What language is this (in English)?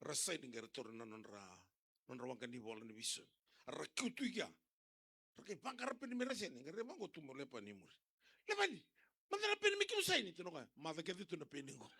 Fijian